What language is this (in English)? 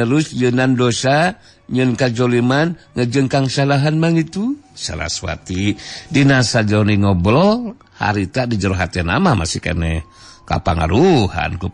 Sundanese